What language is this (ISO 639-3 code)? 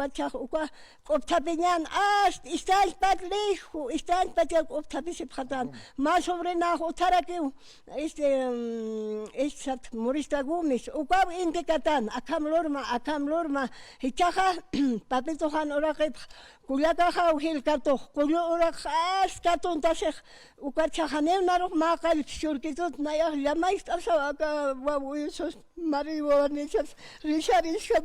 aym